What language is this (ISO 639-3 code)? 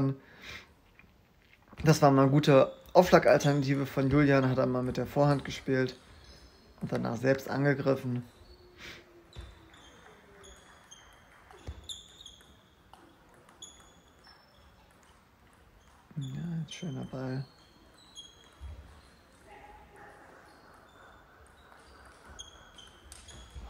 deu